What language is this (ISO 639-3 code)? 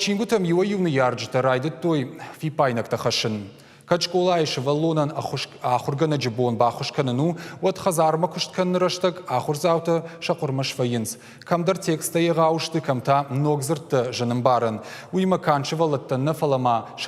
oss